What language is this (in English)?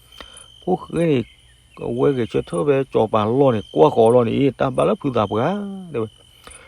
S'gaw Karen